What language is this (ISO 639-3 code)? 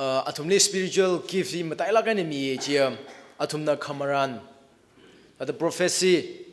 nmf